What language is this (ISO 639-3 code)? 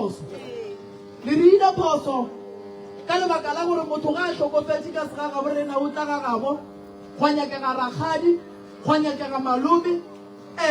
nso